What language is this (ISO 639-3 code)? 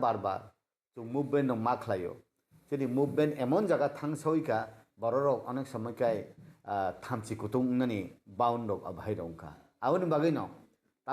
trp